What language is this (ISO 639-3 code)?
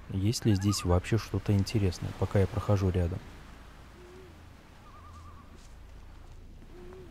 rus